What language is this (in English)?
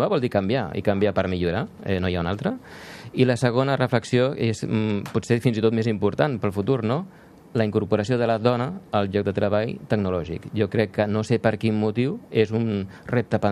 Catalan